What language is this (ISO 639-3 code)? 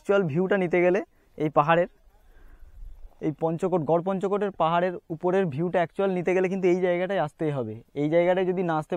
ben